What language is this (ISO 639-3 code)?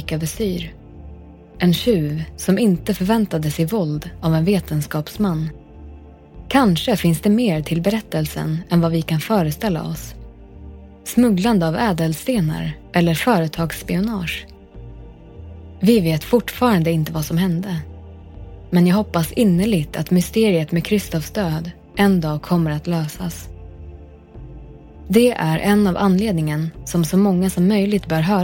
swe